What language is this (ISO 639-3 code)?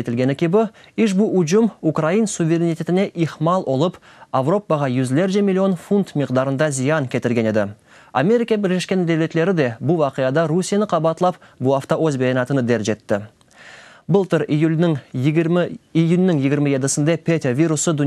crh